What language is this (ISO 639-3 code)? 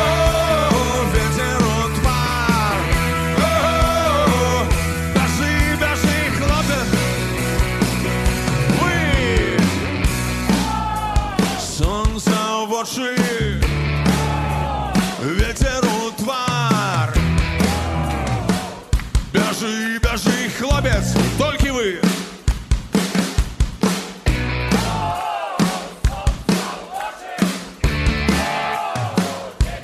ukr